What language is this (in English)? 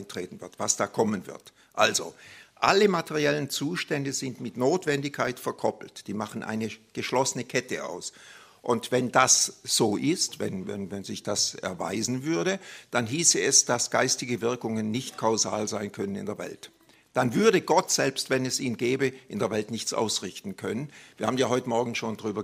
German